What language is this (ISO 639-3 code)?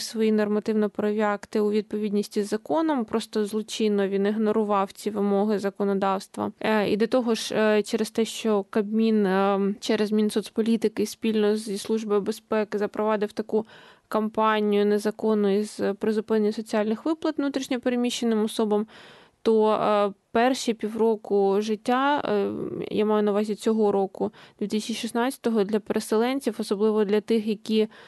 ukr